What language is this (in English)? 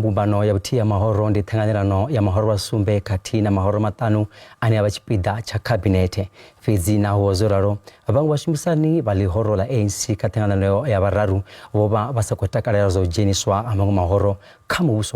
Venda